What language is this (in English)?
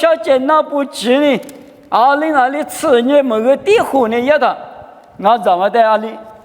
Lisu